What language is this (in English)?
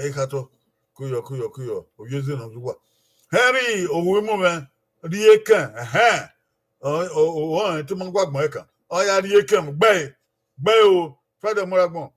Bini